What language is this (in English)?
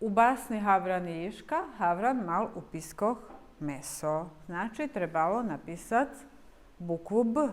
Rusyn